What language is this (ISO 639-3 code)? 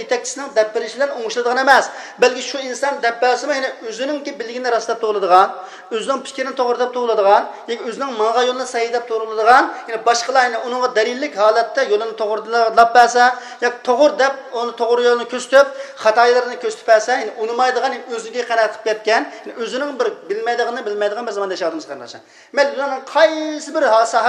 uig